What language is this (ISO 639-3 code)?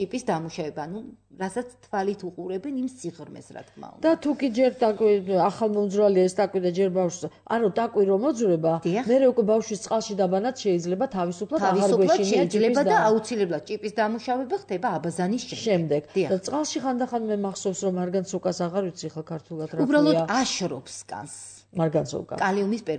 kat